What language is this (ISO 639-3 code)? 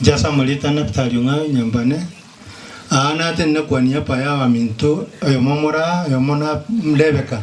guz